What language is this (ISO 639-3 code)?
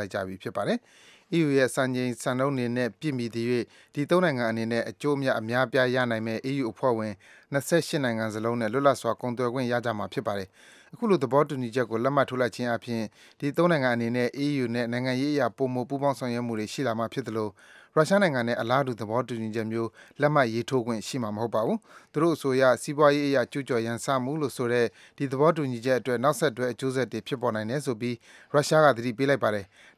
mya